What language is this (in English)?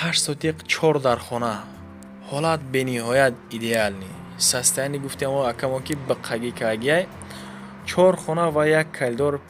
Tajik